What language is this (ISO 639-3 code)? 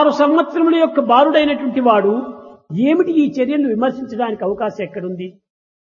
tel